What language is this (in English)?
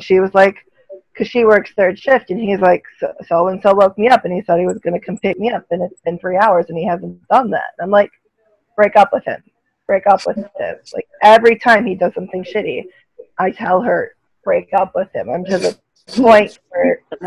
English